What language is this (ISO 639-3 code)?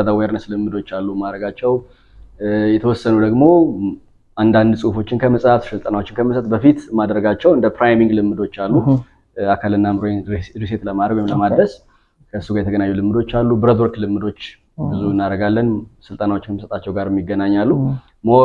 amh